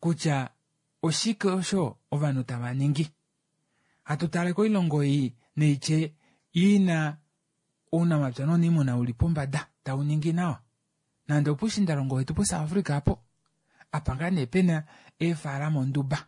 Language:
Kuanyama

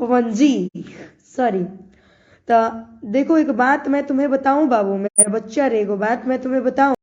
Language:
Bhojpuri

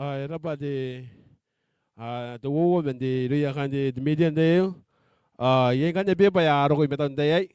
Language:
Gilbertese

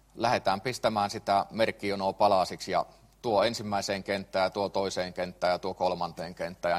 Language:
Finnish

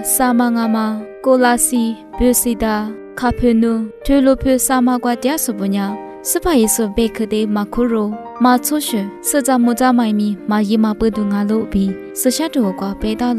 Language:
Lisu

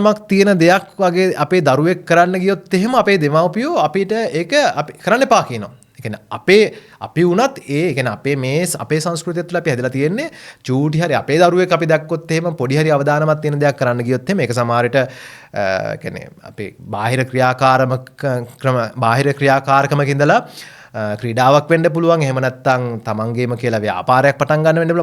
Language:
Sinhala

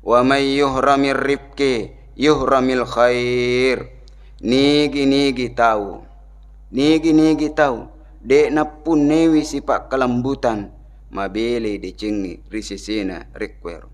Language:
Buginese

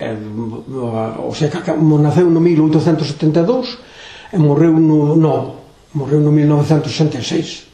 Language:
Galician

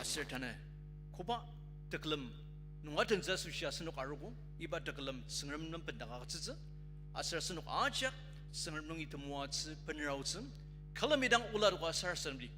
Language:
Ao Naga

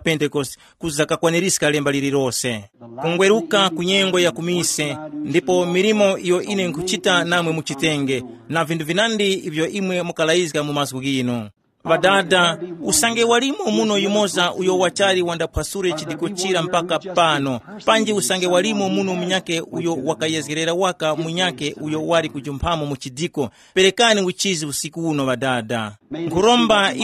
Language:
Tumbuka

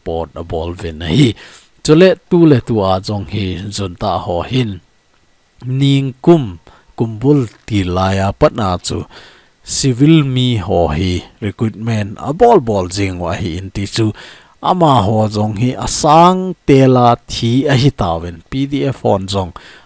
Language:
Thado Chin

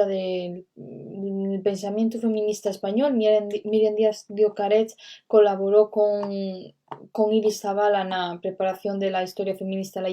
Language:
Asturian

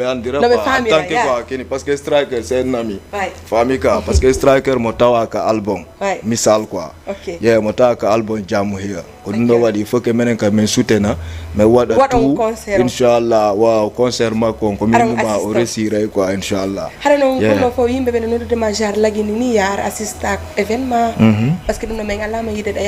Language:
Fula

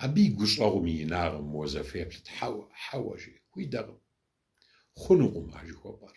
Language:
Kabardian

